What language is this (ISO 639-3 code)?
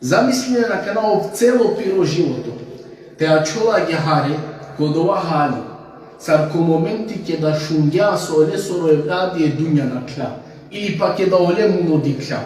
rmn